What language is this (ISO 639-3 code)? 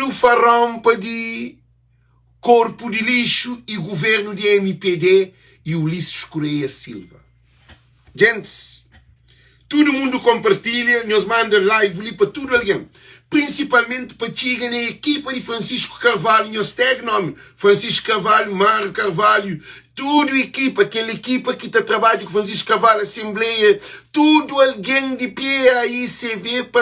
kea